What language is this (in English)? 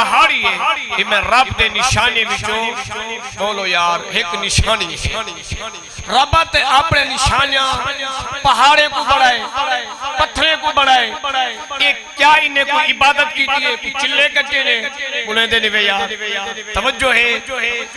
Saraiki